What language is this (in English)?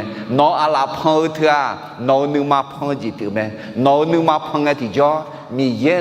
Akha